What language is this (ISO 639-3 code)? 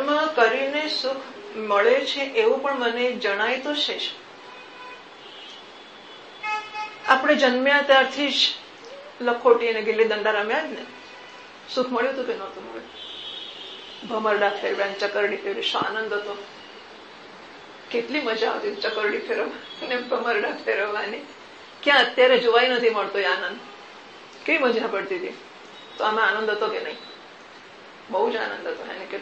guj